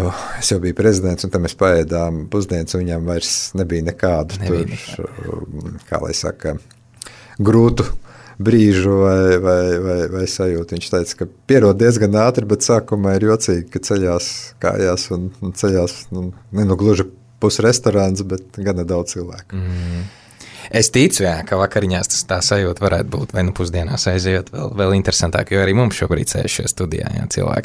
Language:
Latvian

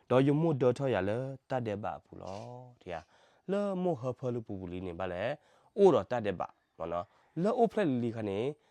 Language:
S'gaw Karen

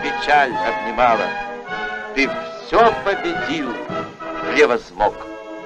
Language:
Russian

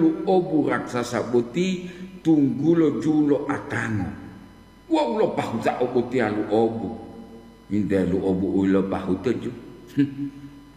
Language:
Gorontalo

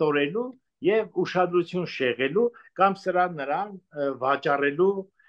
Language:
Armenian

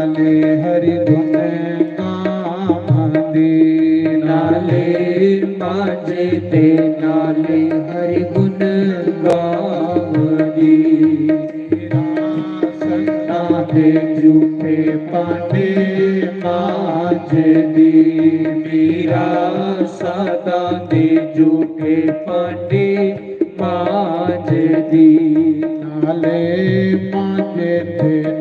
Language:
Dogri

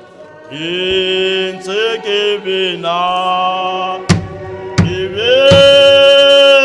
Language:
Tswana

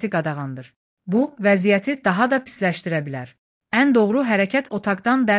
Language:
Azerbaijani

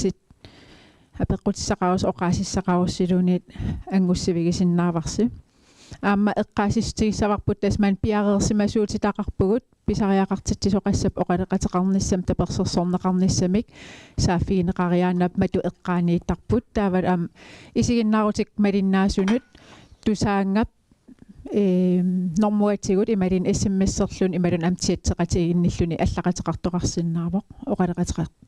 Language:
Kalaallisut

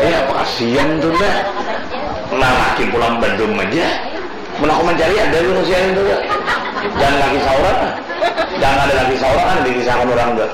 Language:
Banjar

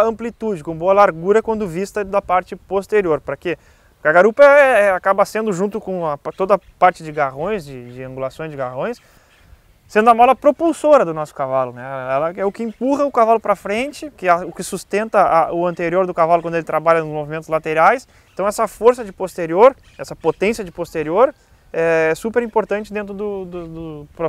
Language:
Portuguese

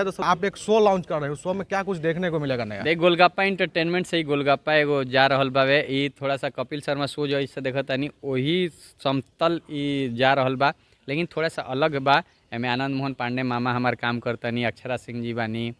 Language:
Bhojpuri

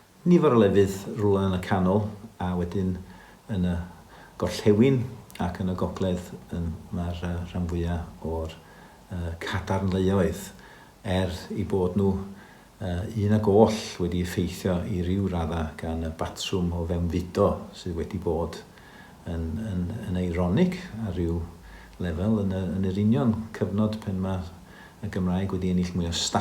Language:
Welsh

